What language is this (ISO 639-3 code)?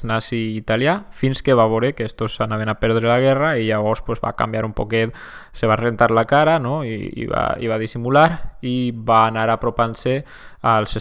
cat